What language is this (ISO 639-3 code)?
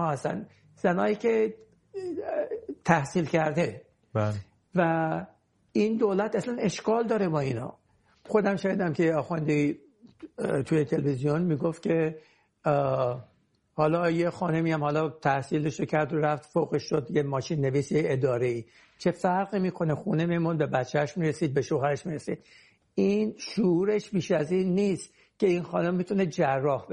fas